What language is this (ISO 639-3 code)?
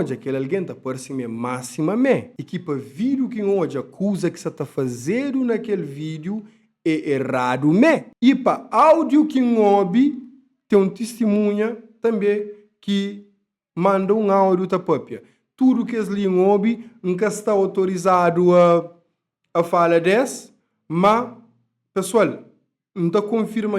kea